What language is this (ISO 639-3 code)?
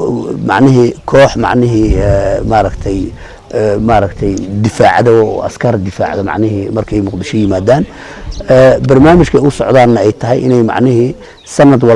som